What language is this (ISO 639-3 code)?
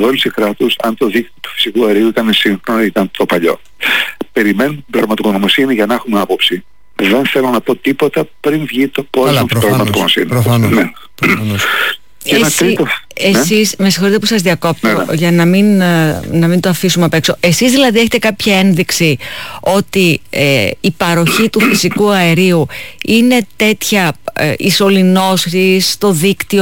ell